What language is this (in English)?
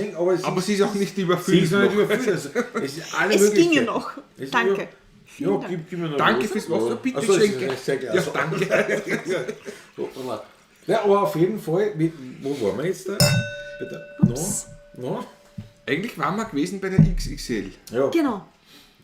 Bavarian